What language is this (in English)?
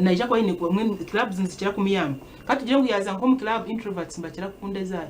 Nyankole